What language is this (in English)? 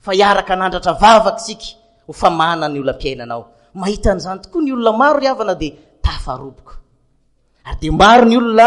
Malagasy